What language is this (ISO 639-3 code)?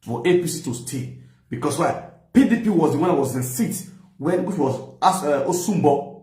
pcm